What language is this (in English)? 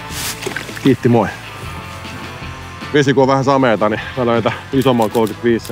Finnish